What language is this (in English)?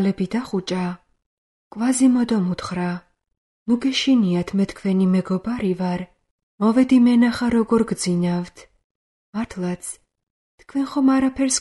Georgian